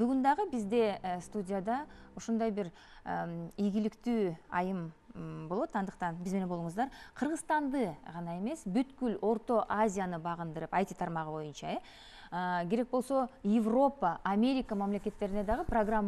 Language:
Kyrgyz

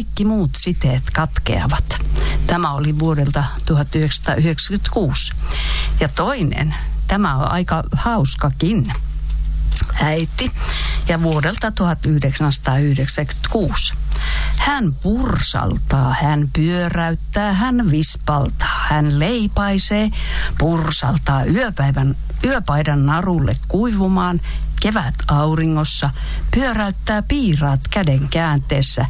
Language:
Finnish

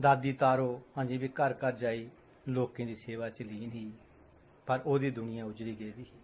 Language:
Dogri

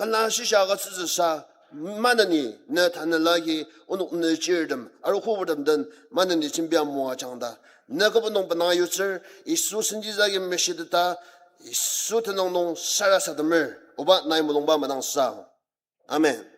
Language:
Ao Naga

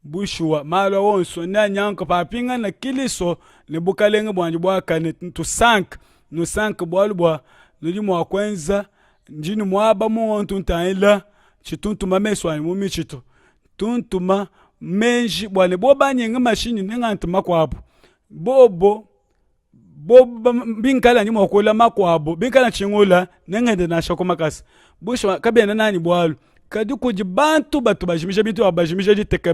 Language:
Luba-Lulua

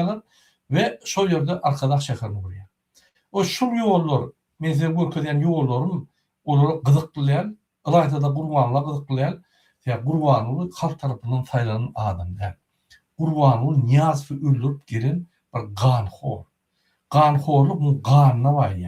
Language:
Turkmen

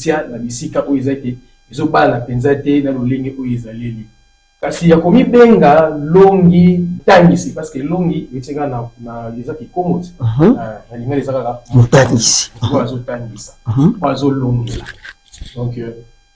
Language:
Lingala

